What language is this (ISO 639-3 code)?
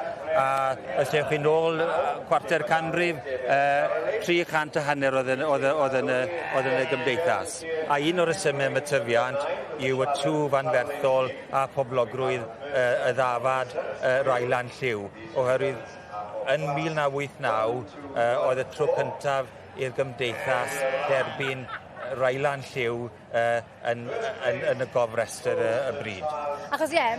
cym